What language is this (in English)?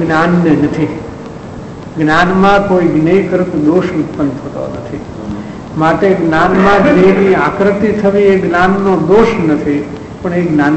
Gujarati